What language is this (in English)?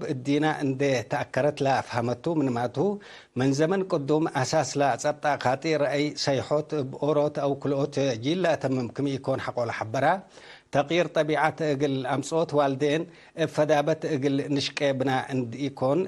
Tigre